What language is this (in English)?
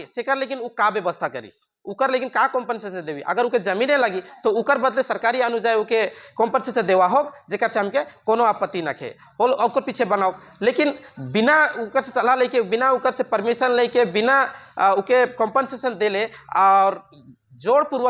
Sadri